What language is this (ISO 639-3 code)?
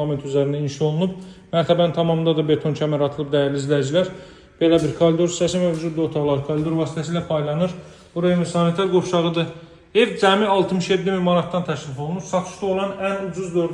aze